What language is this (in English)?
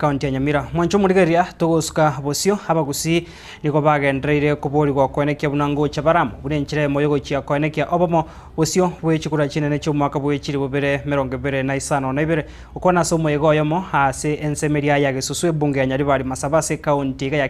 Gusii